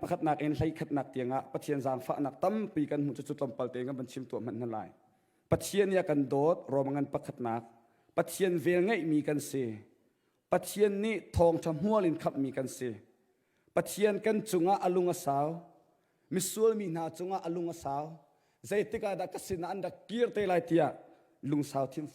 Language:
Hakha Chin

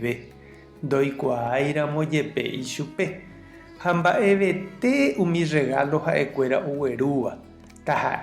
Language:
Guarani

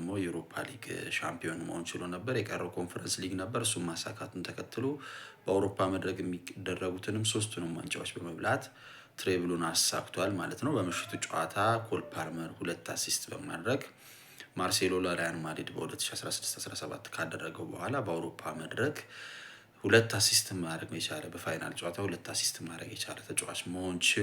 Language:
Amharic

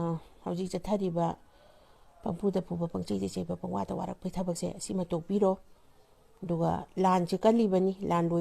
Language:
Manipuri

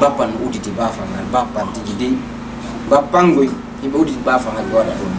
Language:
Fula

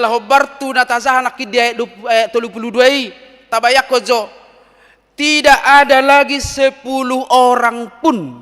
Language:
Batak Toba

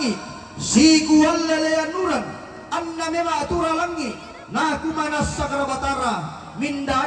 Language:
Toraja-Sa'dan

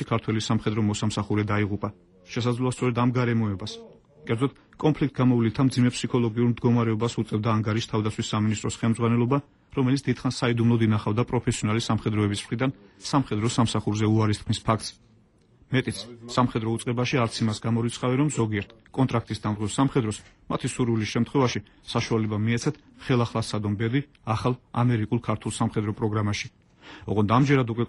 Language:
Georgian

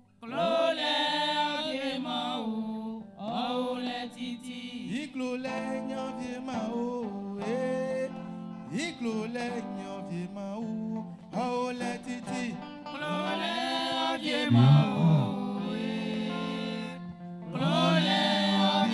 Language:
Baoulé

